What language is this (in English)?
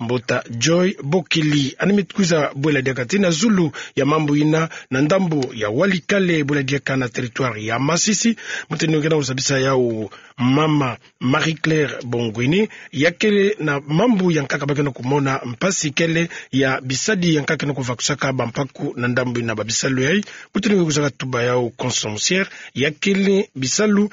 Kituba (Democratic Republic of Congo)